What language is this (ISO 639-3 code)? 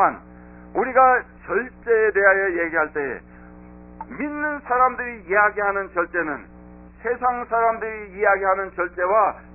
kor